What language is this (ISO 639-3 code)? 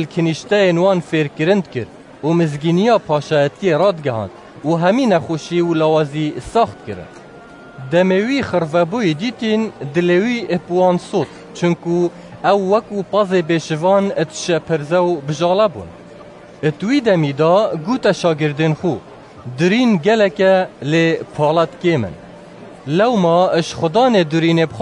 kur